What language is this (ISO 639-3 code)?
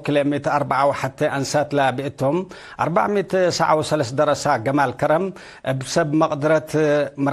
tig